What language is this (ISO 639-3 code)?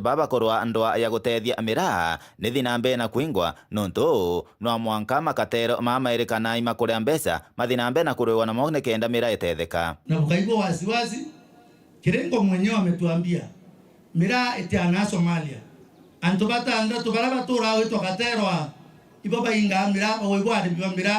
mer